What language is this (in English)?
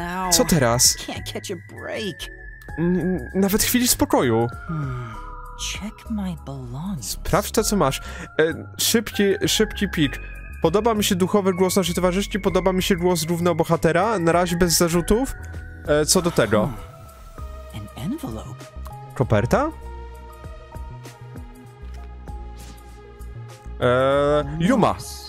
Polish